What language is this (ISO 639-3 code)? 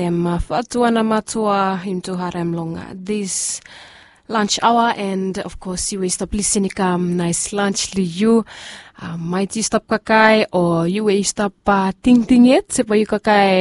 bis